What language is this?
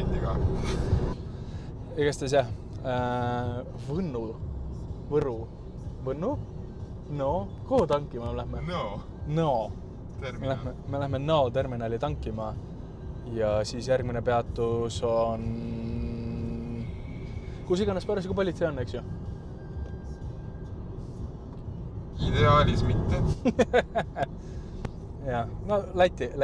Estonian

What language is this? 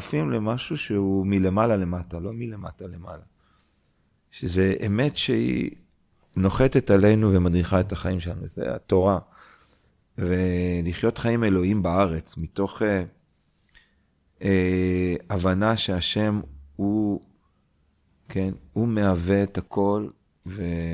Hebrew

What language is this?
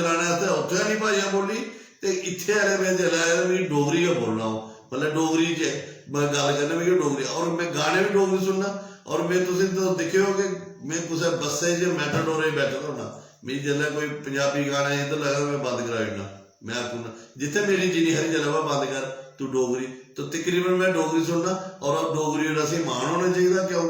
Dogri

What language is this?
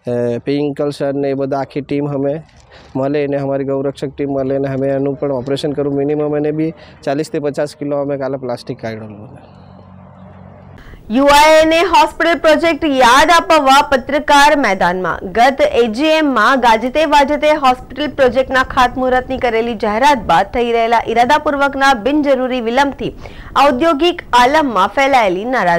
Gujarati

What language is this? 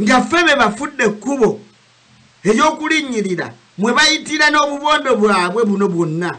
Ganda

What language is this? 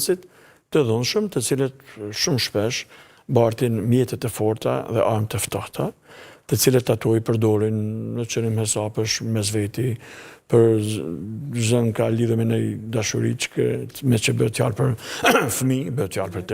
Albanian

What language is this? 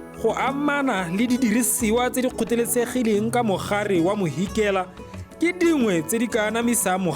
Tswana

